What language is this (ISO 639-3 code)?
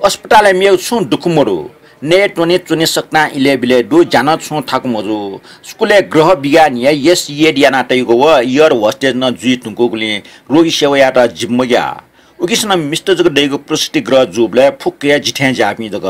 new